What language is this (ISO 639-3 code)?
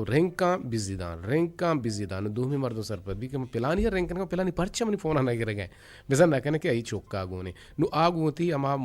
bgp